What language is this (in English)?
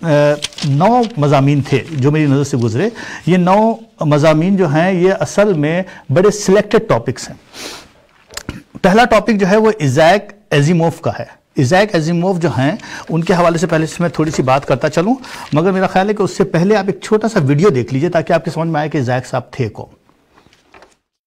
Urdu